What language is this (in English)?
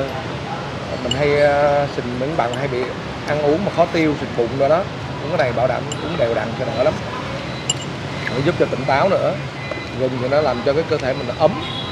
Vietnamese